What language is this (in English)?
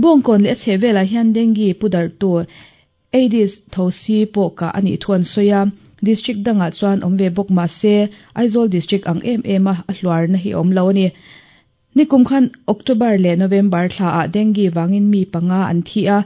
Mizo